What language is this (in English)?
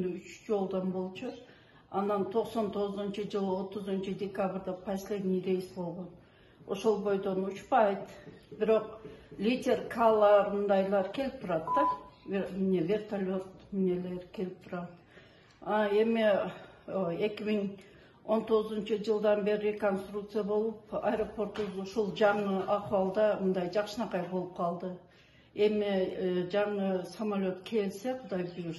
Kyrgyz